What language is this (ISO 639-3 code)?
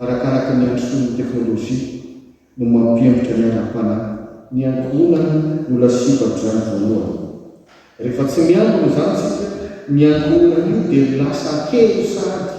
mlg